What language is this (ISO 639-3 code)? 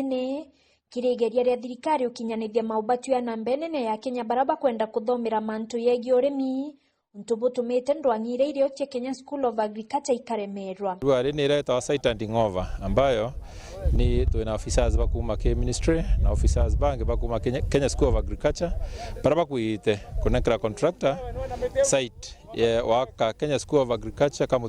mer